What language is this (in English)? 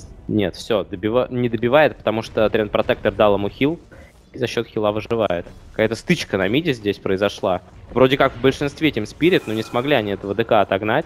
Russian